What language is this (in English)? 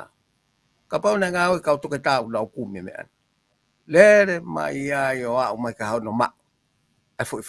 Tongan